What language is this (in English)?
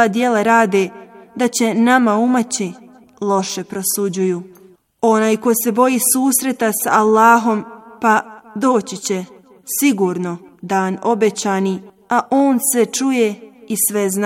Bosnian